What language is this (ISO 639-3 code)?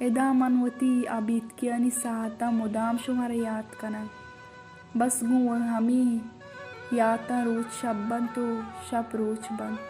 bal